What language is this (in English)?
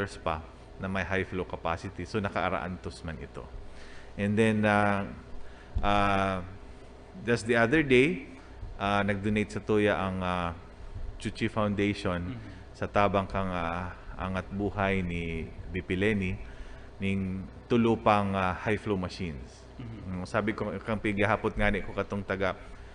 Bikol